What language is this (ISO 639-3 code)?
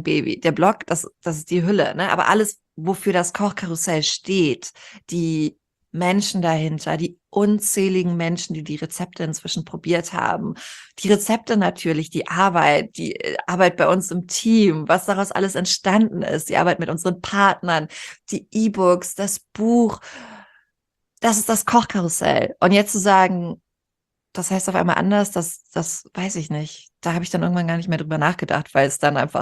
deu